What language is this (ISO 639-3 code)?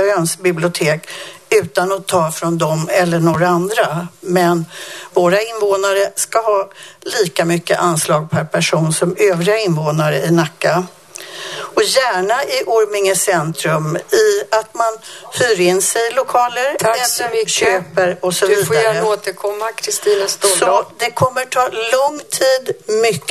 swe